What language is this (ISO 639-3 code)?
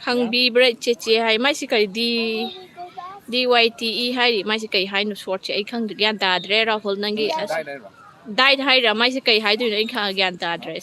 mni